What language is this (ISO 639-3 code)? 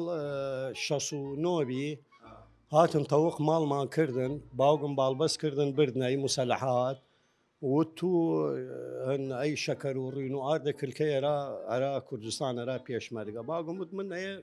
sdh